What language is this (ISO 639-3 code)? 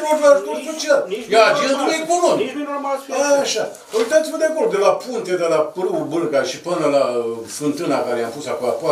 ron